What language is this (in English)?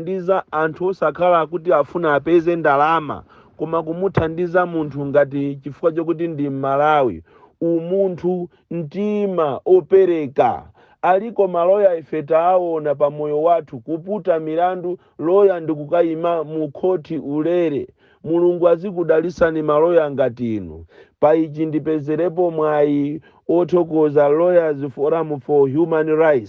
Nyanja